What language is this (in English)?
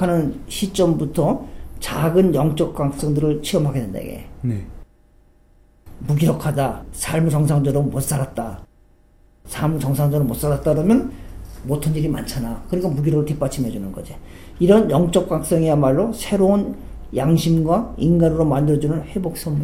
Korean